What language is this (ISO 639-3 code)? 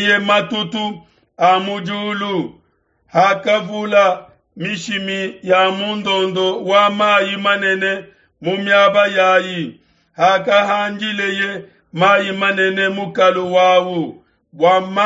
lua